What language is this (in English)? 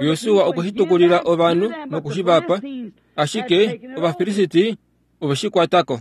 Kuanyama